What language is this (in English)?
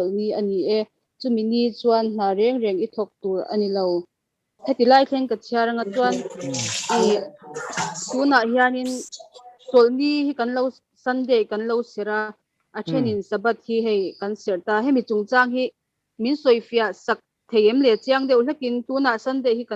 Mizo